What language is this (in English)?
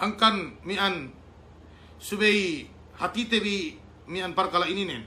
Yakan